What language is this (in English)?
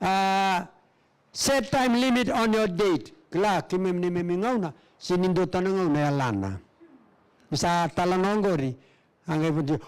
Fijian